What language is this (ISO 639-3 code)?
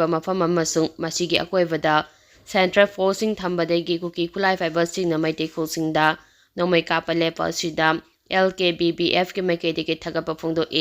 mni